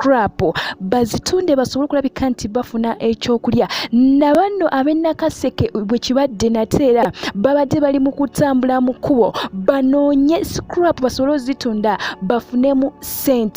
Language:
Ganda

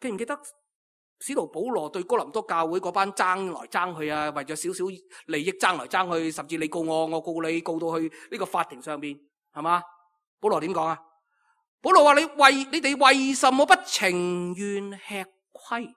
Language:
Cantonese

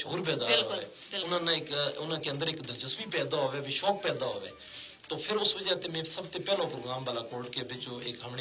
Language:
Gujari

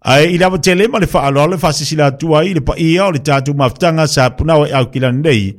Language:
Samoan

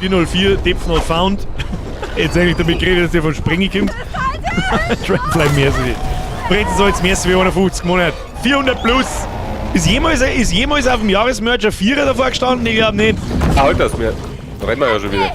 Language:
Bavarian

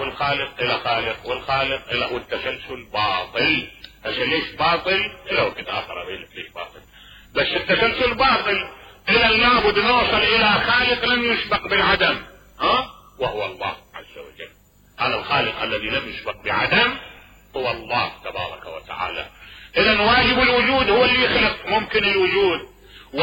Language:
Mesopotamian Arabic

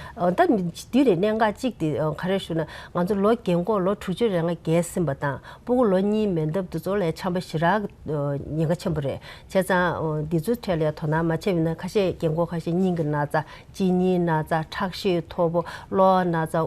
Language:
Tibetan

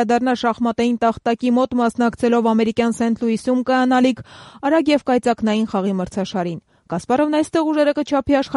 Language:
Armenian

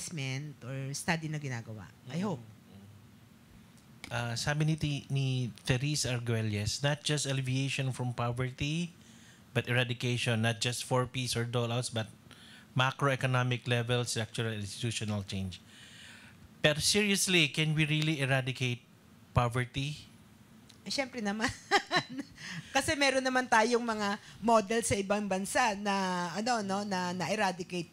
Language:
Filipino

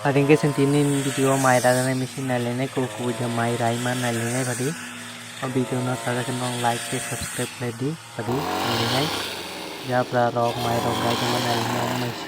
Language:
Kok Borok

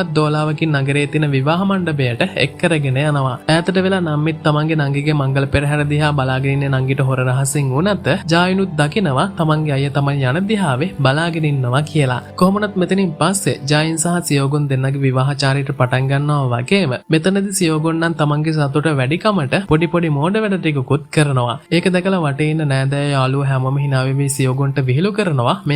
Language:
Sinhala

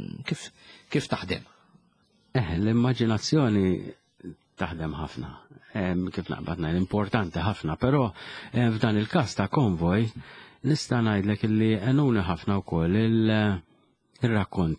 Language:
Maltese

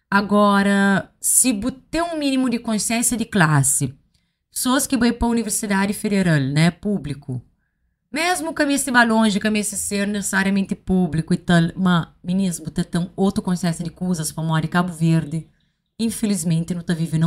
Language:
Kabuverdianu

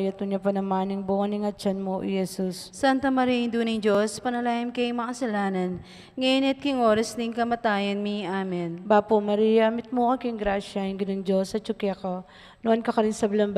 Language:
Pampanga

